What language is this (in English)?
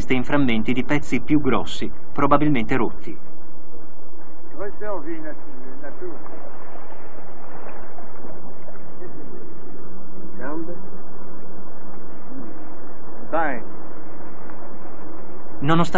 Italian